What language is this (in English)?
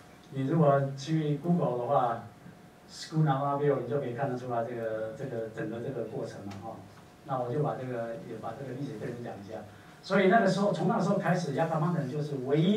Chinese